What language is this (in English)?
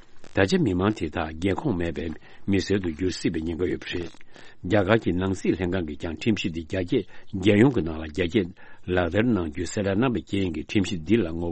Tibetan